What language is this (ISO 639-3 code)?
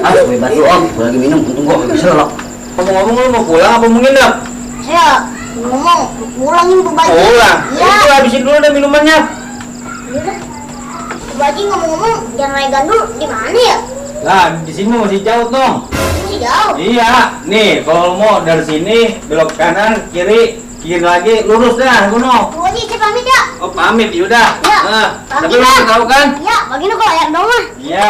bew